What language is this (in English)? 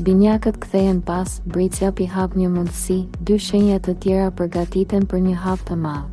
Albanian